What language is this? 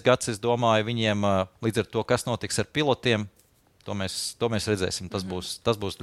Latvian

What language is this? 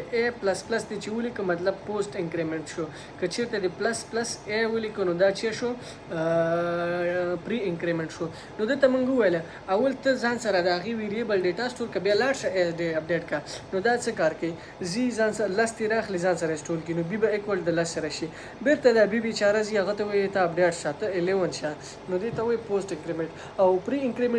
Pashto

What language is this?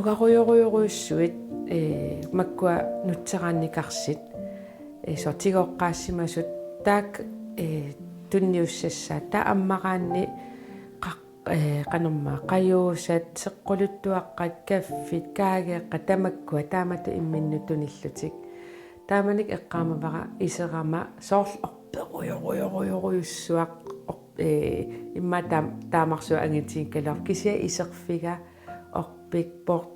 Kalaallisut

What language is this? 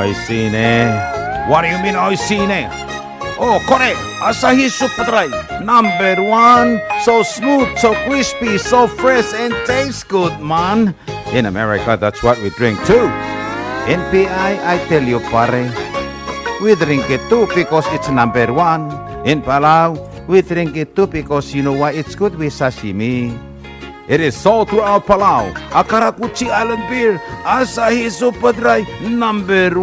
Palauan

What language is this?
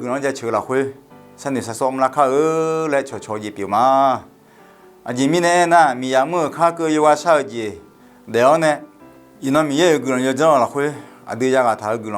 Akha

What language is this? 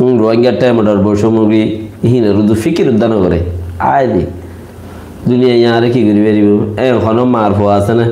Rohingya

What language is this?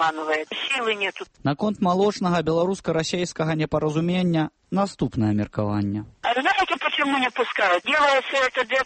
Belarusian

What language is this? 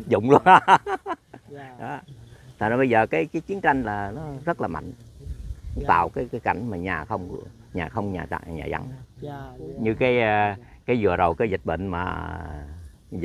Vietnamese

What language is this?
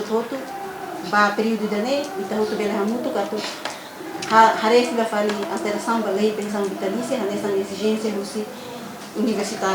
Tetum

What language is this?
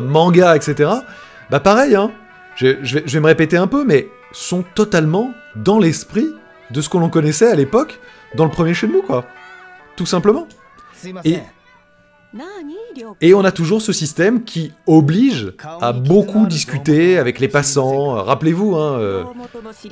French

